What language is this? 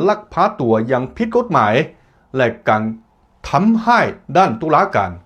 Lao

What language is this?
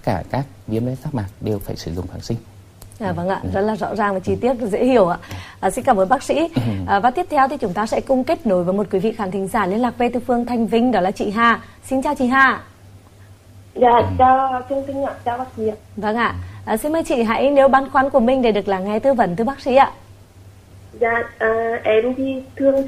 Vietnamese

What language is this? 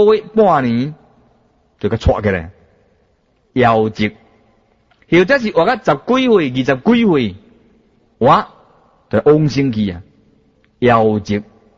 Chinese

